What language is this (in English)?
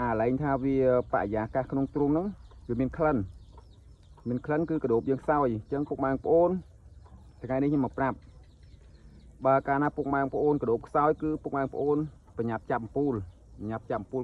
Khmer